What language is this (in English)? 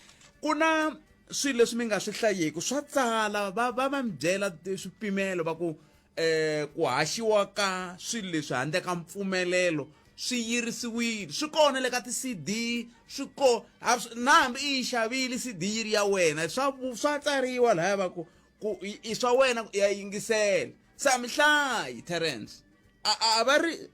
Tsonga